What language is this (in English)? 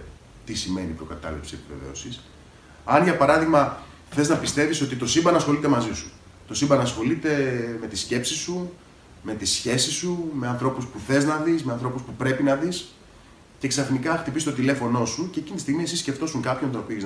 Greek